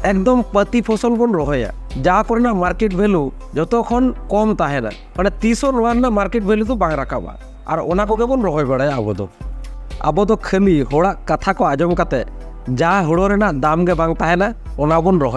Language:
Santali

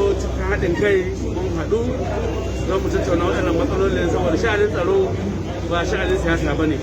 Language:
Hausa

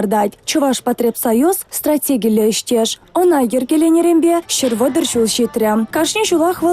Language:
Chuvash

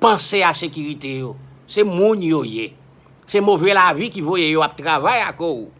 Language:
Haitian Creole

